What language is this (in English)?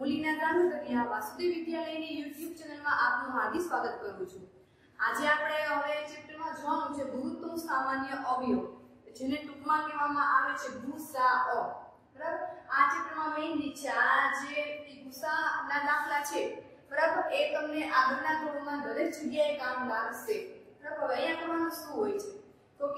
Gujarati